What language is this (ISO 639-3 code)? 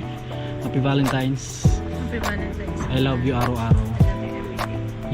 pag